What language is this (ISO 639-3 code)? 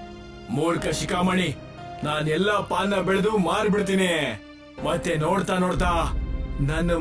kan